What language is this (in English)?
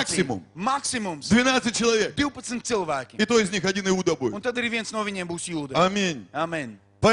Russian